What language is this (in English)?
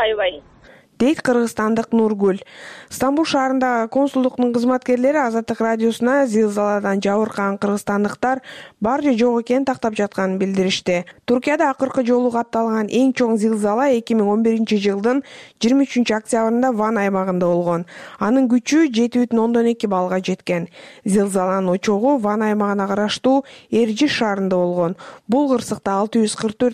Kyrgyz